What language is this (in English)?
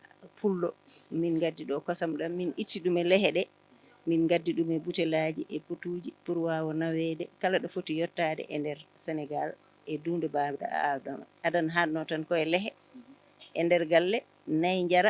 Fula